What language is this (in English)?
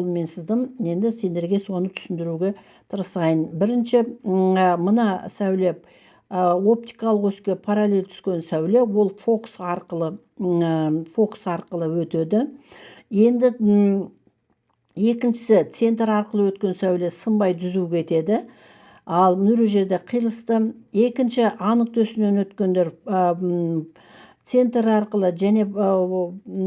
Kazakh